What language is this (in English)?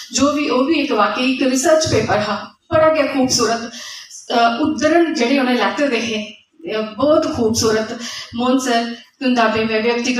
Dogri